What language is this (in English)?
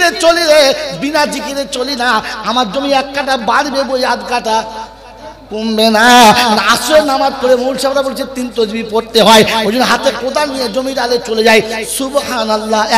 Bangla